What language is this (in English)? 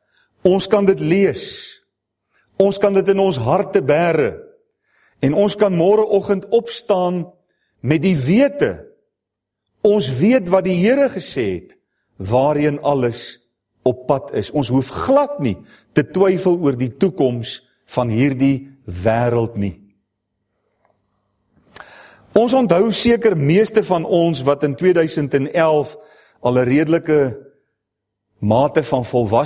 Afrikaans